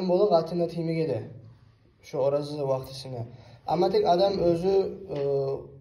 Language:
Kumyk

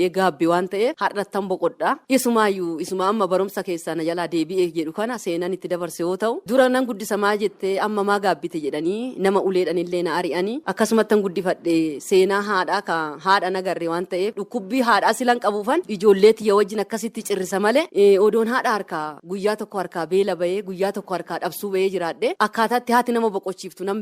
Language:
Oromo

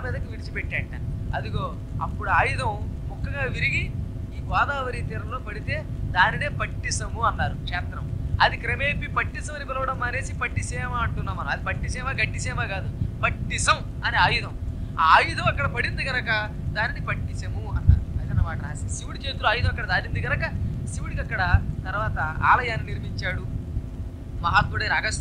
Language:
Telugu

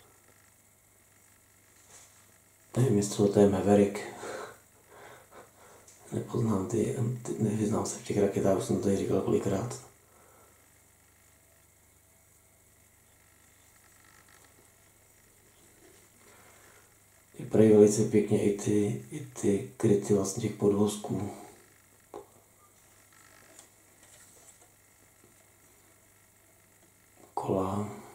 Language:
Czech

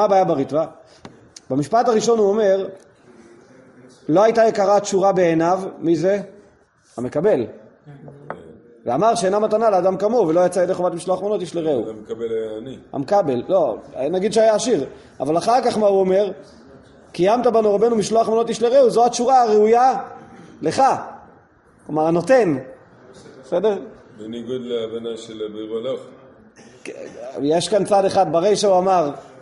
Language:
Hebrew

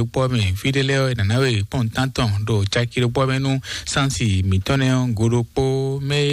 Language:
Fon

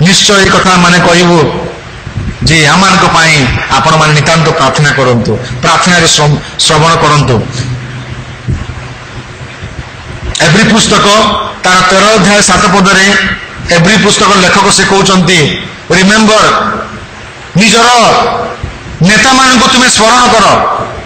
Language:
Odia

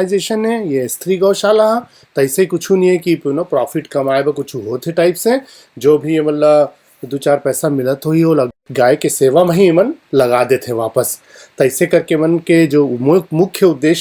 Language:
Chhattisgarhi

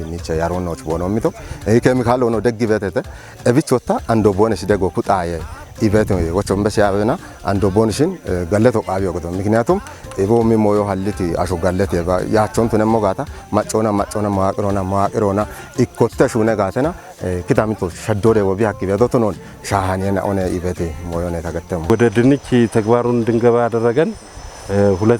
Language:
Kafa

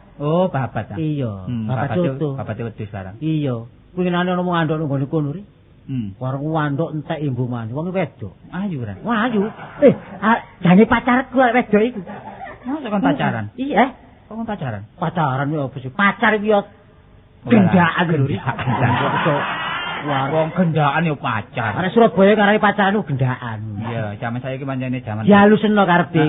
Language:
Javanese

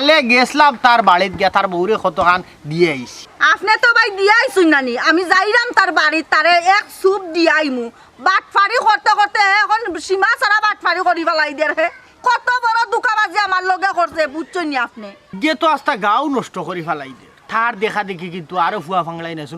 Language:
Sylheti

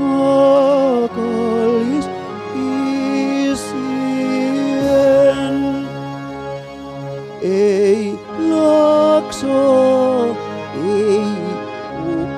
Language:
Finnish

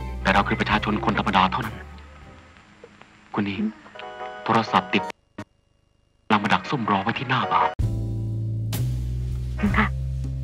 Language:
Thai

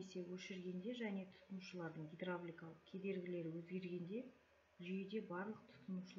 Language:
Kazakh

